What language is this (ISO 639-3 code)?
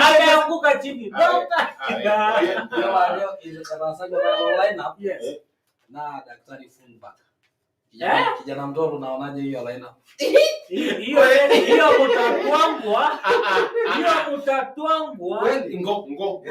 mas